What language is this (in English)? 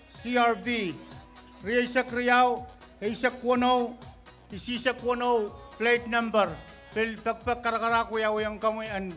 Pohnpeian